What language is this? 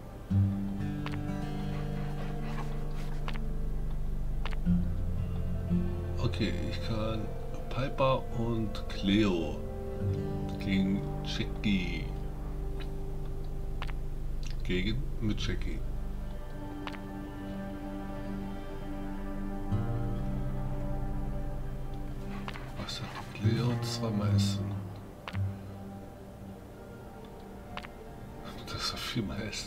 German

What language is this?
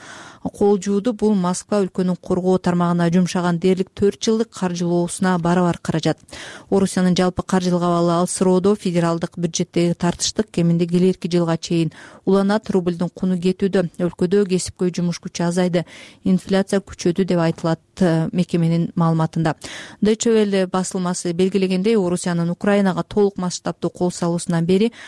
Kyrgyz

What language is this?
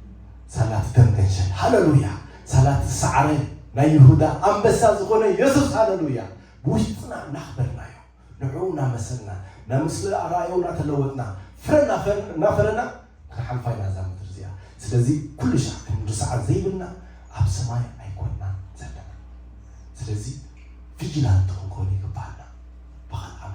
Tigrinya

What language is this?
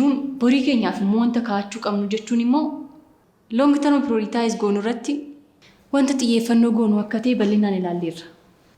Oromo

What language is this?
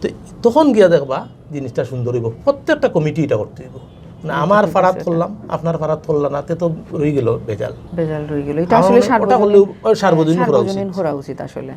Sylheti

